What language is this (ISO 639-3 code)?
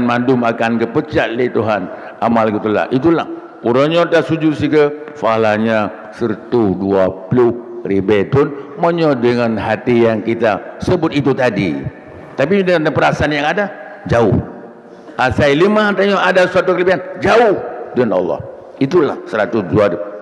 ace